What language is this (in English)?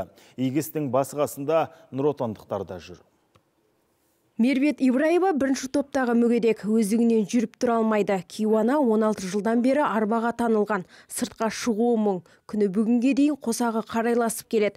Kazakh